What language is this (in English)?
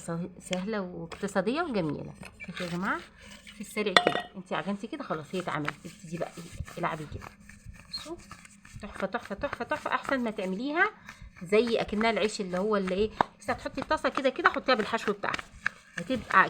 Egyptian Arabic